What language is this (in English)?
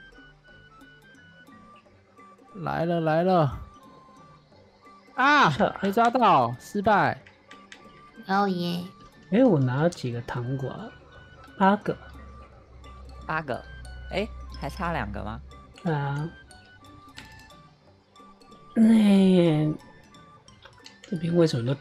Chinese